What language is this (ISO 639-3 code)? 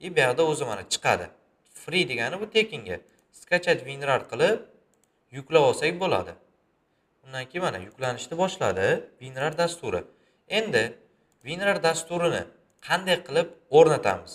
uzb